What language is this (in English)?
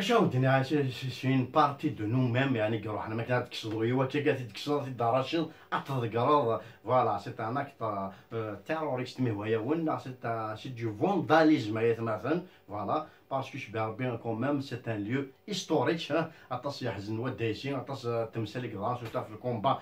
Kabyle